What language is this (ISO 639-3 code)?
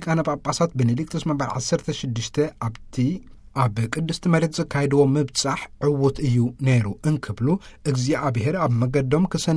tir